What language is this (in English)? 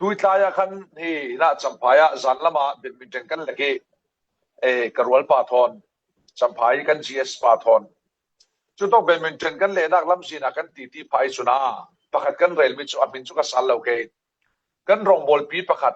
Falam Chin